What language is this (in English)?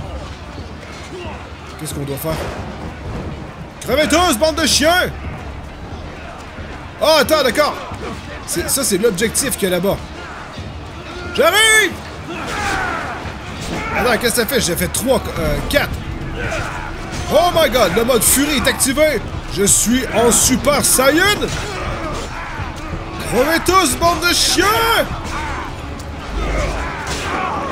French